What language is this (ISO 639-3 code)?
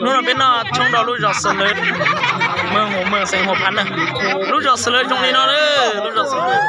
hmn